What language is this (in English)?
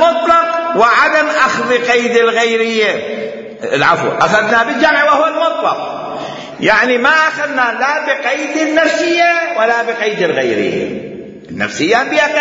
Mesopotamian Arabic